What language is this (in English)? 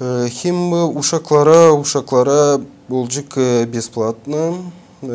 Gagauz